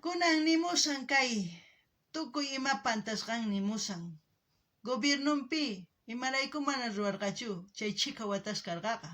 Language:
South Bolivian Quechua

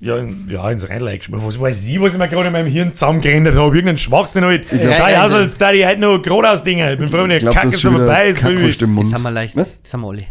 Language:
Bavarian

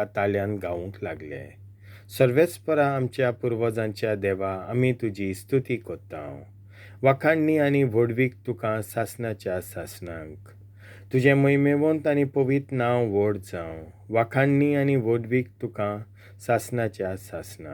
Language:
Konkani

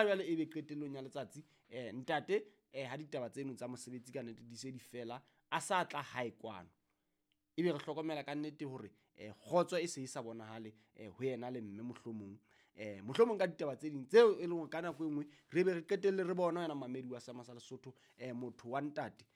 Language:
Southern Sotho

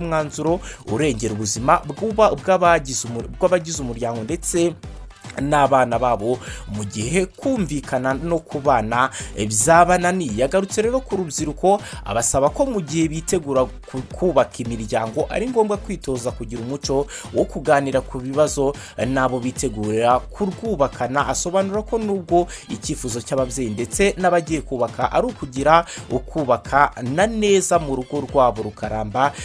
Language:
Kinyarwanda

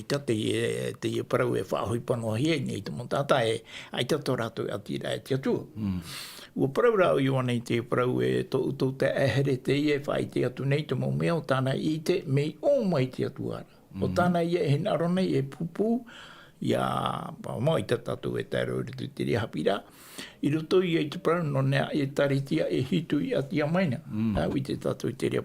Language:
Tahitian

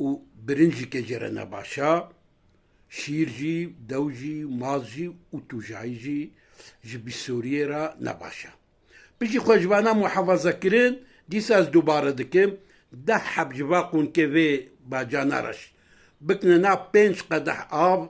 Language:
Kurdish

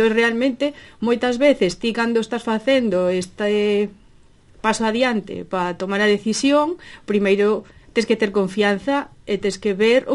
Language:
Galician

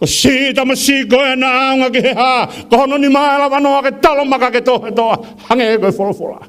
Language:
Tongan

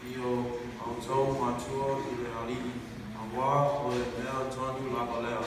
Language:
Samoan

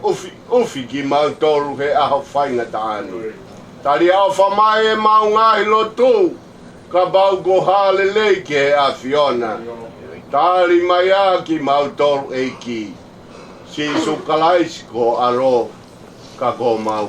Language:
Tongan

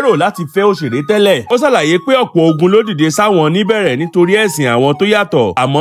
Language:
Yoruba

